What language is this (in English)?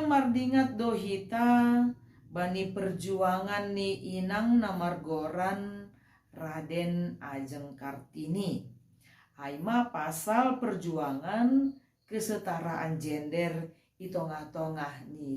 Batak Simalungun